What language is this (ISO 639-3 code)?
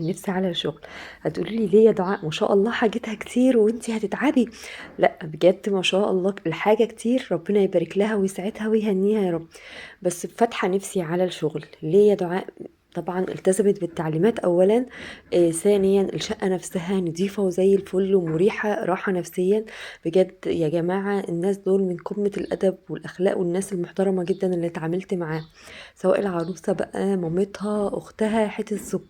arz